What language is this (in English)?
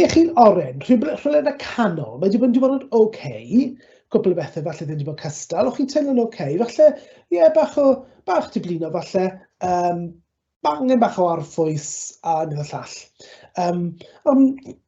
Welsh